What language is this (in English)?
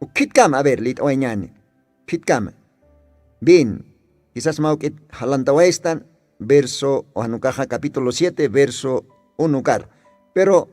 Aymara